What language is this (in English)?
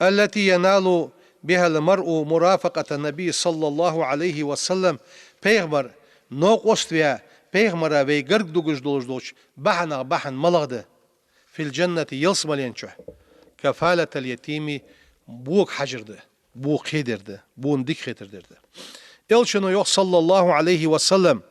Ingush